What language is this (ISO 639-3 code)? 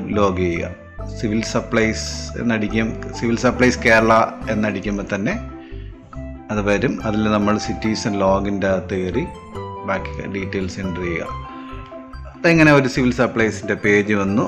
mal